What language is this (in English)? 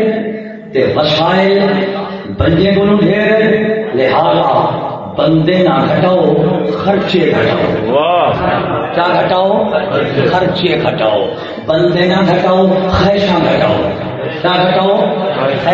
Saraiki